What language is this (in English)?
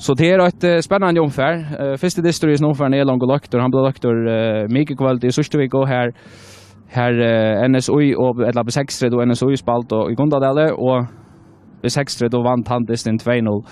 Faroese